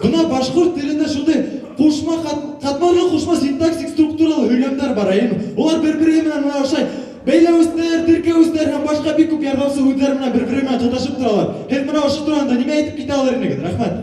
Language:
Bashkir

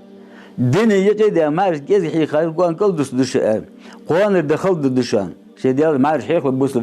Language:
Ingush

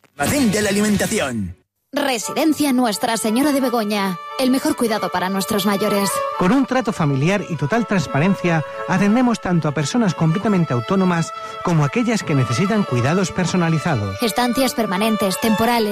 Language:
Spanish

